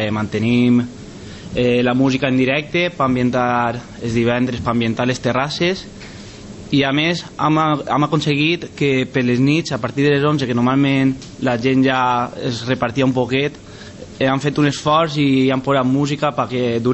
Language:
Catalan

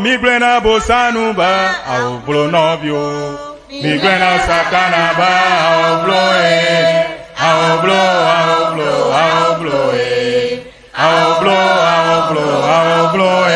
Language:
Ewe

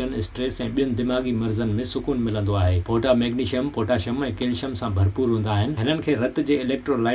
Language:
Sindhi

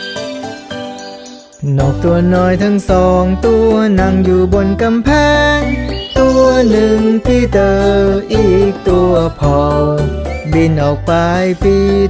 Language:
Thai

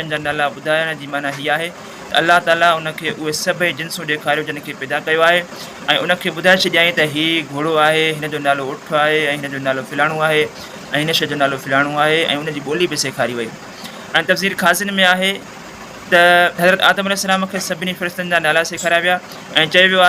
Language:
Sindhi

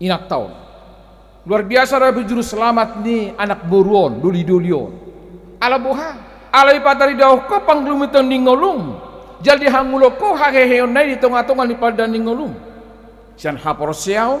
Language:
Batak Toba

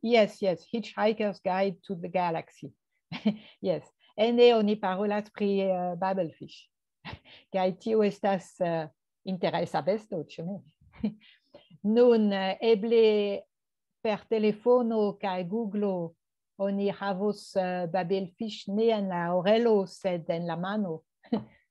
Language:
Esperanto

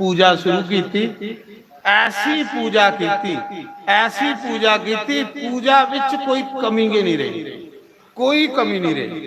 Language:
Dogri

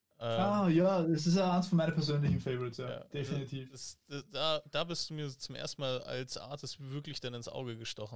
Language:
German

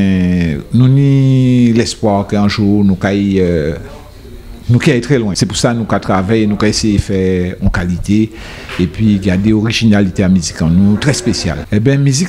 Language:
Guadeloupean Creole French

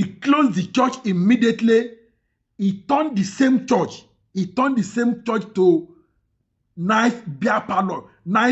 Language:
Yoruba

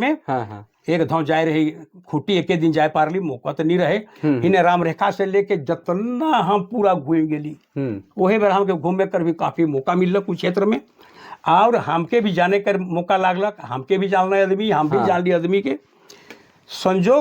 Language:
Sadri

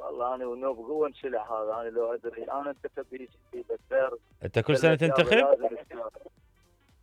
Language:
Mesopotamian Arabic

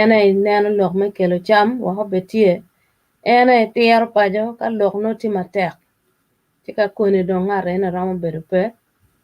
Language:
Acoli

